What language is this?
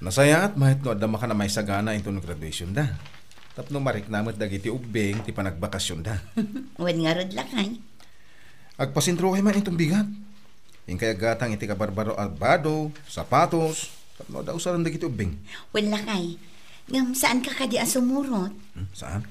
Iloko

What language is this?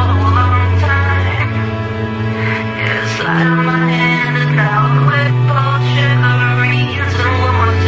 Czech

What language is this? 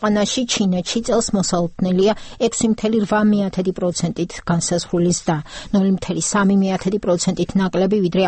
Georgian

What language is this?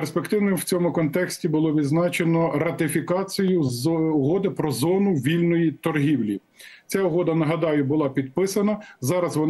Ukrainian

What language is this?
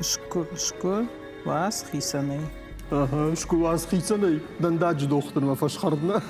Ossetic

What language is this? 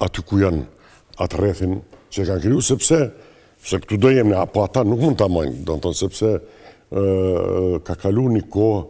Albanian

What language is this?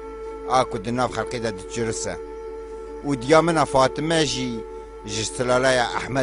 Kurdish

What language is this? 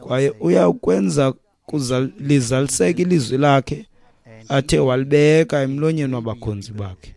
Xhosa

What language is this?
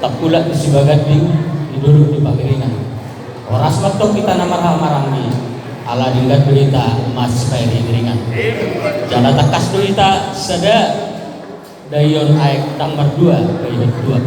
Batak Toba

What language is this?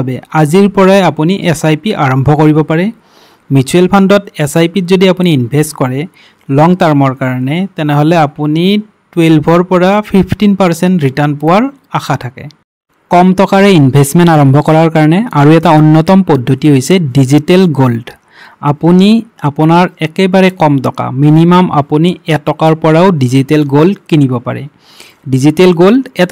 Assamese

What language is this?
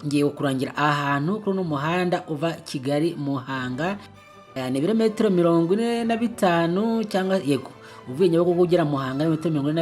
Kinyarwanda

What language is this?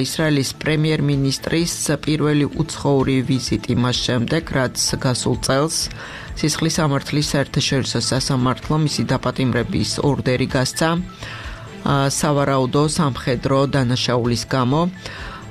Georgian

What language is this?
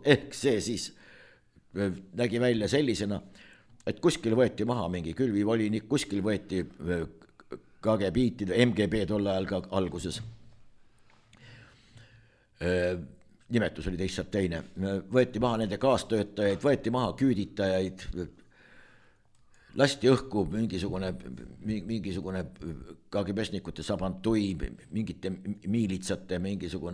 Estonian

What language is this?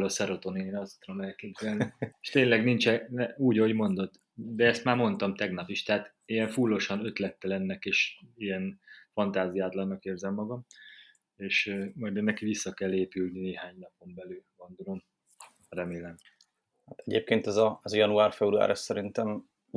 Hungarian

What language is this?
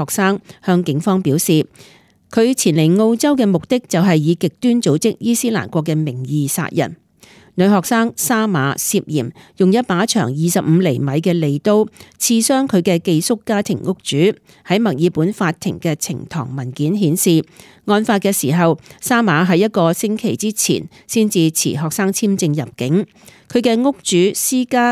Cantonese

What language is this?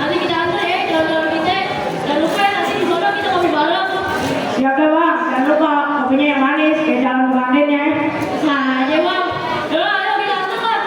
Betawi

